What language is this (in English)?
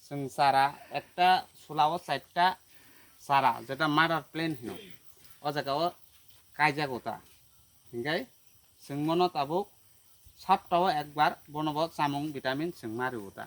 Kok Borok